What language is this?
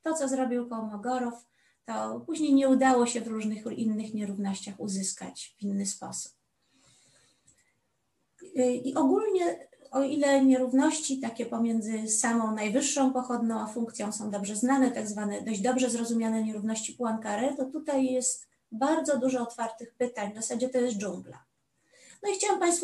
Polish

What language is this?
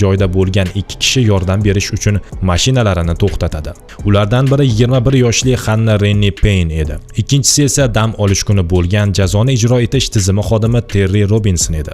Uzbek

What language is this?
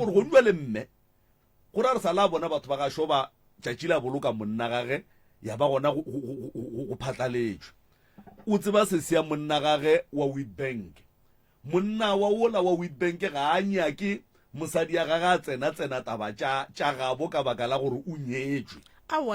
Northern Sotho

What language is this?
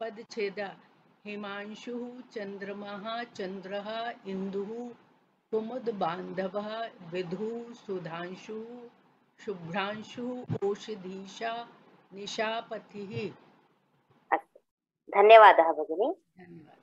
Sanskrit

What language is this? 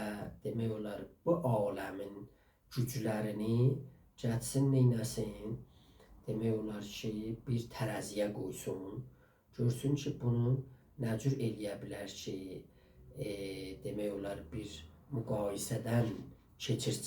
South Azerbaijani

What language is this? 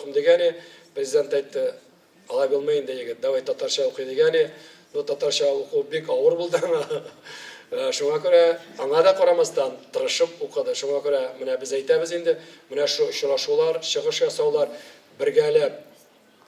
Tatar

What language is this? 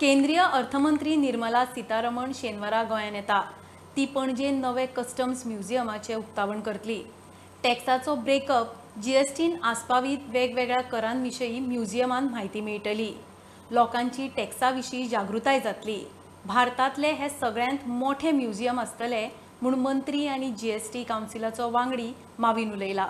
Konkani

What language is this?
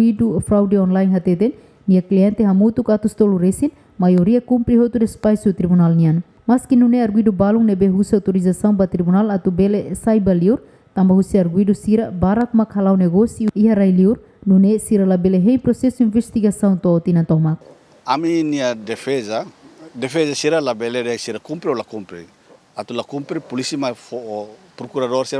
Tetum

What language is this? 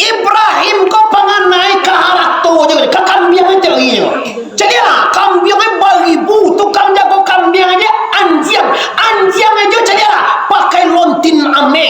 Minangkabau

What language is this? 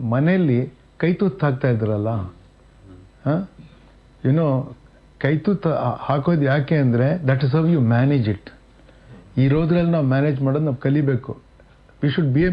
Kannada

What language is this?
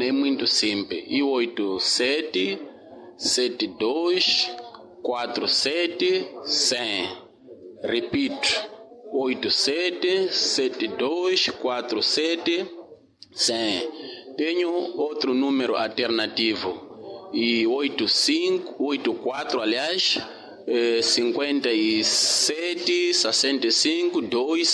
Tsonga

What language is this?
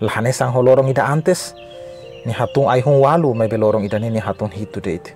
Tetum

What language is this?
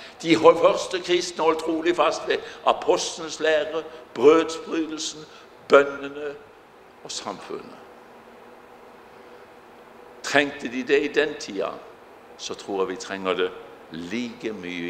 Norwegian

